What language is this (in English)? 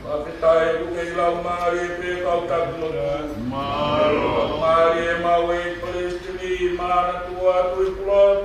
Tongan